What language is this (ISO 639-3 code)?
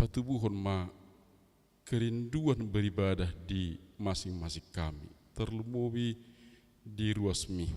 bbc